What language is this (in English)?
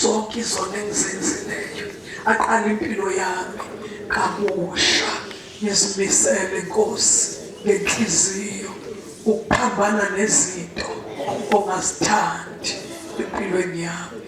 Zulu